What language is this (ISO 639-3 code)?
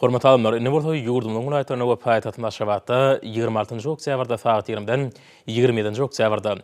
tuk